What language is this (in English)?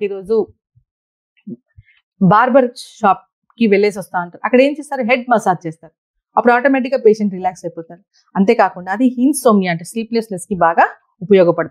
Telugu